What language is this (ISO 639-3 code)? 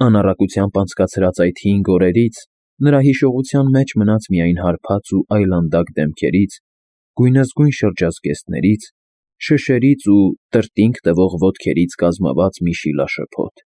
hye